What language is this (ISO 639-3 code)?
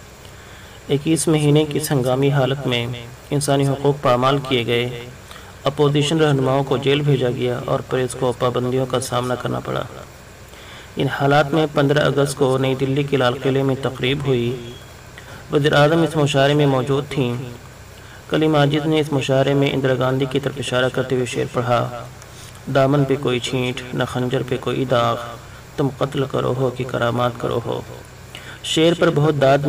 urd